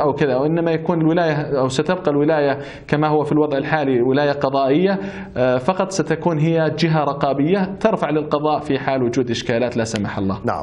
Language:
Arabic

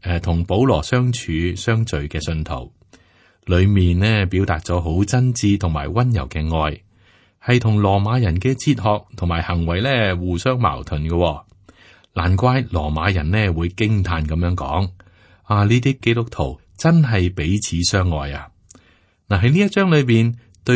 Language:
Cantonese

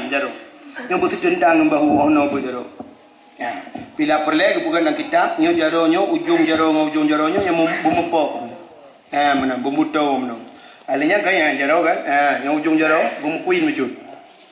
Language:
Achinese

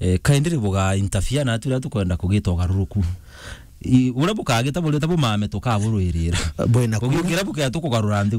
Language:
Meru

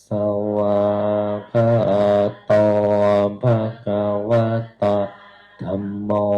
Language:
Pali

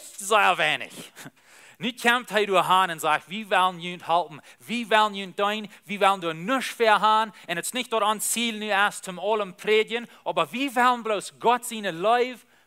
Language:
Plautdietsch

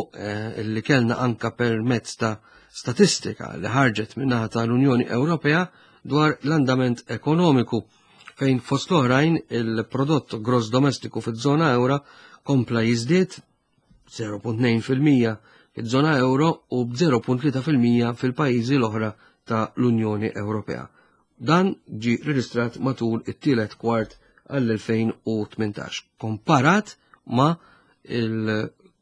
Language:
Maltese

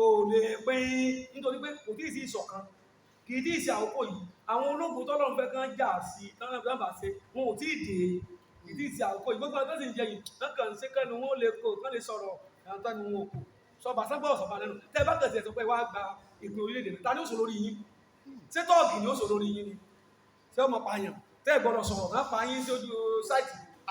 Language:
Yoruba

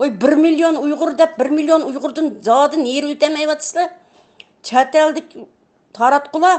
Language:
Uyghur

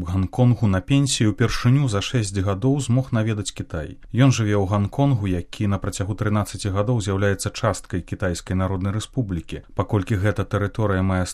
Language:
Belarusian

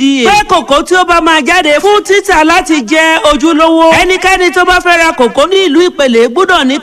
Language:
Yoruba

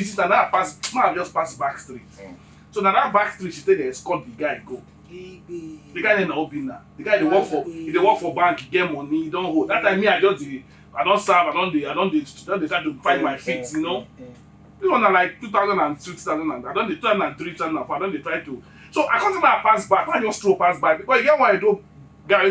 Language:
Nigerian Pidgin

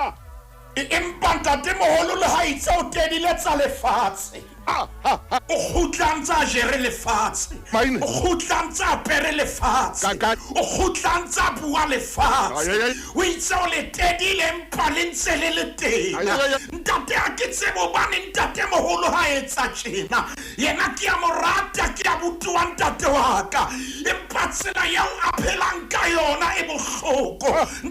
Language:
Southern Sotho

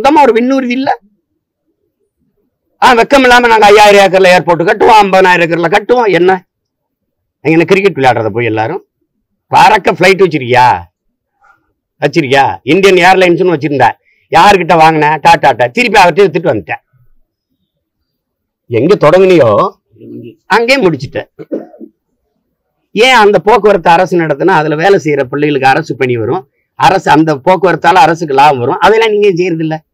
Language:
Tamil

